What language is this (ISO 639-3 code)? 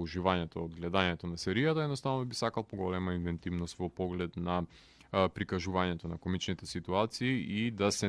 mkd